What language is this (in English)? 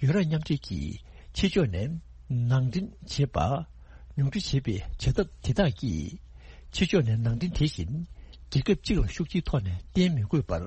Tibetan